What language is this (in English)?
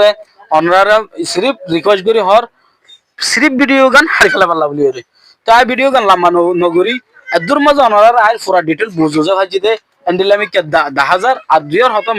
Rohingya